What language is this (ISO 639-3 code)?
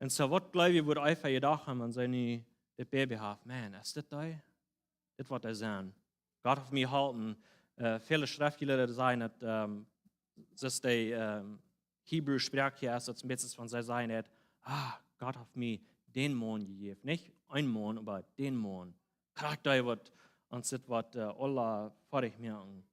pdt